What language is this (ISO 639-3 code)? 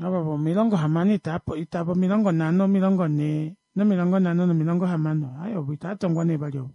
kua